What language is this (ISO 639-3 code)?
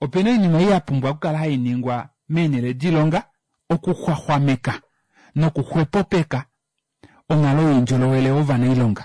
kua